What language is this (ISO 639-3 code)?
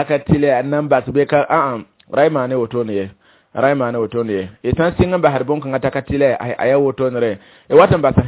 mos